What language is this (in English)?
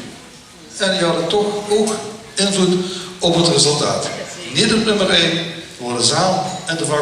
Limburgish